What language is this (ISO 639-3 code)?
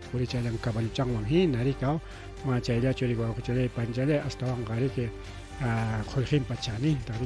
quy